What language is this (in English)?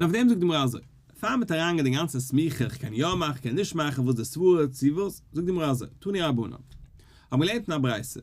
Yiddish